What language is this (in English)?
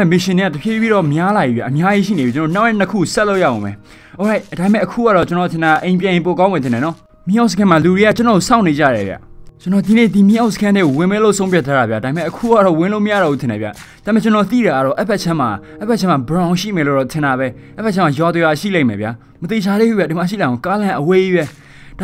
Burmese